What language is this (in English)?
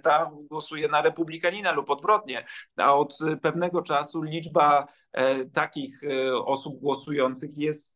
Polish